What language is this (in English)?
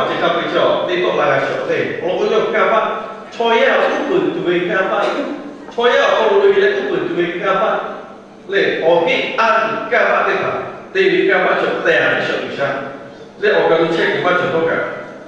Lahu